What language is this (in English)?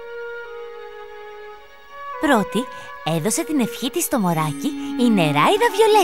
Greek